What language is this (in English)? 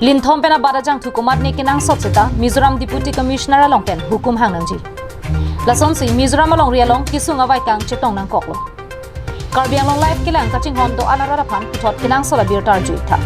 Karbi